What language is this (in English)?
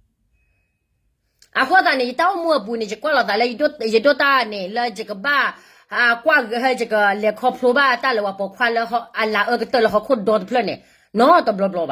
S'gaw Karen